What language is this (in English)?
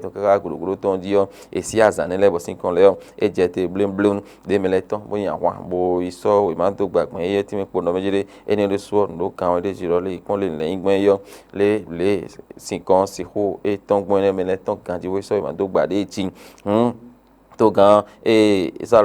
Fon